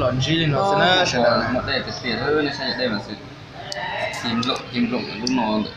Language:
Hmong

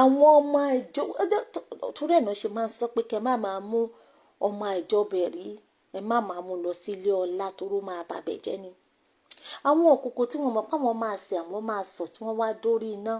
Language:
Yoruba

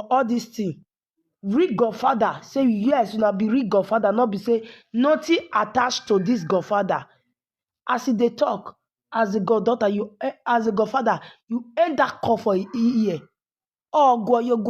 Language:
Nigerian Pidgin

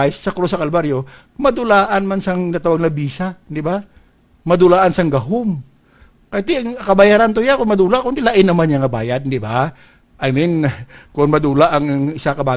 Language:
Hiligaynon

